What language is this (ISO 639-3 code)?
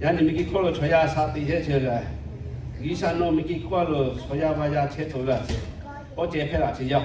lhu